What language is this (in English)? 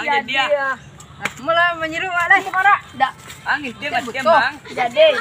Minangkabau